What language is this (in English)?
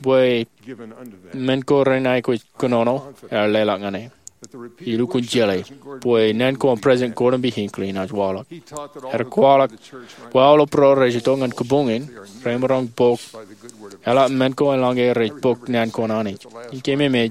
Marshallese